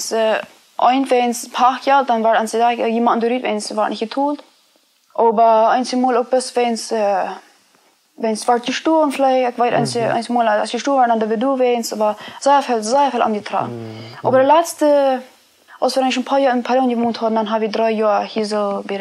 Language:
Plautdietsch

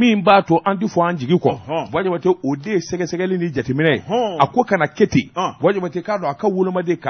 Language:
Bambara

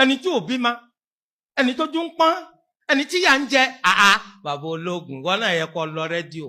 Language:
Yoruba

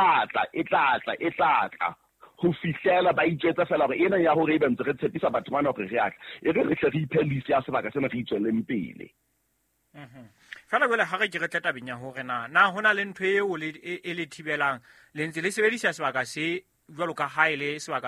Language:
Southern Sotho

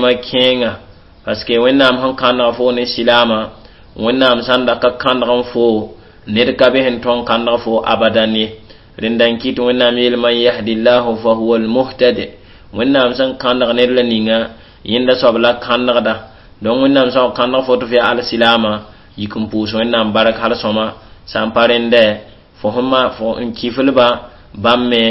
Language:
Mossi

